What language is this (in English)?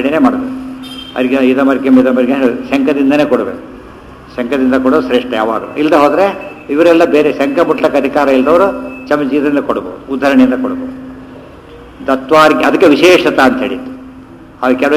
Kannada